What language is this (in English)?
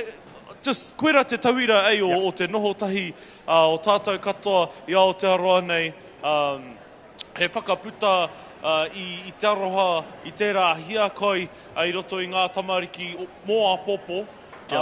Māori